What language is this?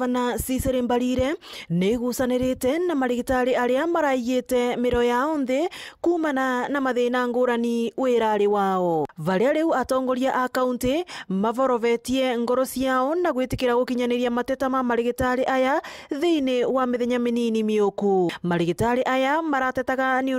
Meru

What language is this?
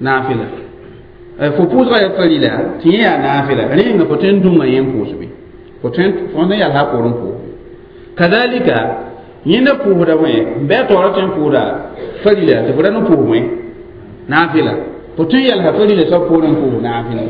Mossi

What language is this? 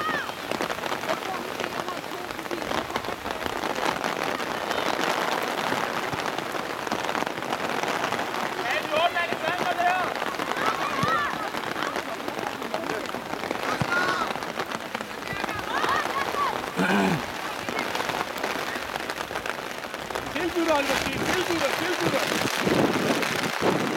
Danish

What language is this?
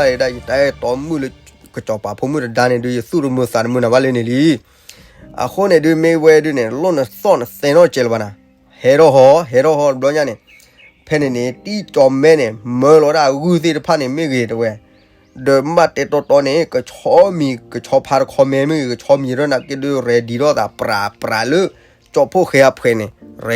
S'gaw Karen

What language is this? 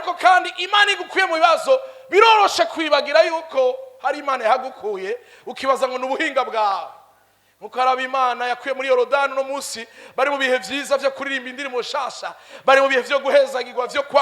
Rundi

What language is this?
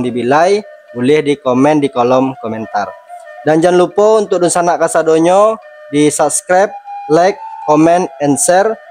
Minangkabau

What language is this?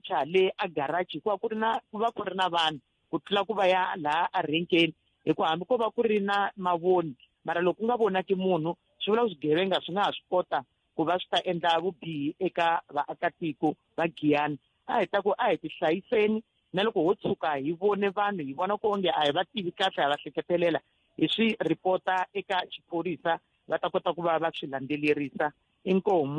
Tsonga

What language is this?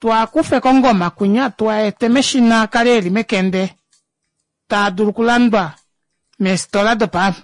Kuanyama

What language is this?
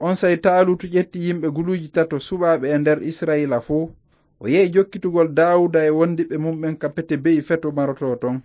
Fula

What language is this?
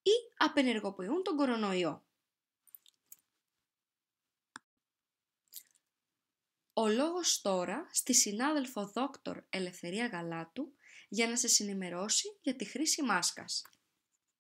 Greek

